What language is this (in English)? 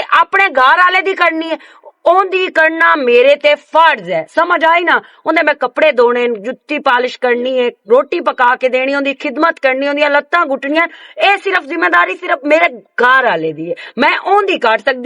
Western Panjabi